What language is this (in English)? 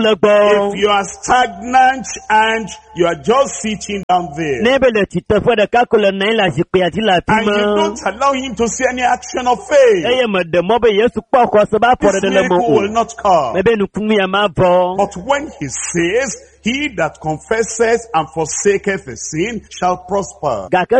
Ewe